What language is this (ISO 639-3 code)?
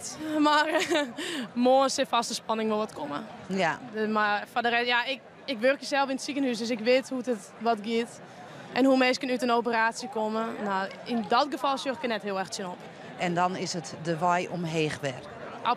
fry